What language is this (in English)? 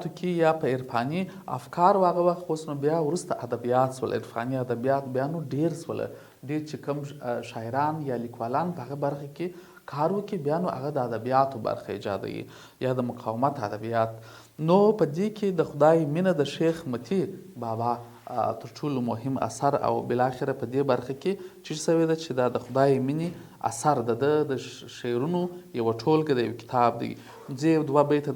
Pashto